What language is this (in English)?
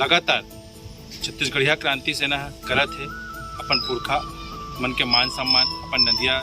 Chhattisgarhi